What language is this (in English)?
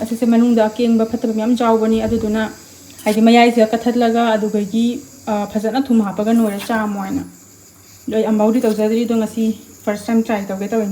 Manipuri